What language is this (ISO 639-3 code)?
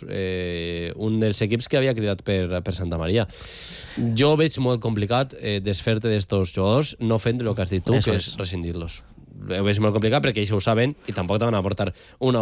cat